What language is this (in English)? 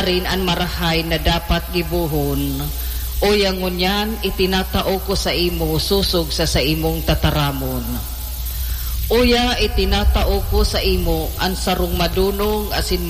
Bikol